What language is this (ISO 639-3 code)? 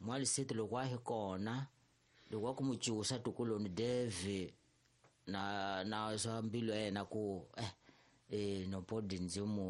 tso